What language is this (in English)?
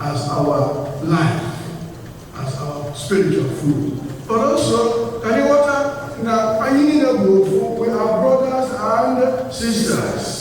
Igbo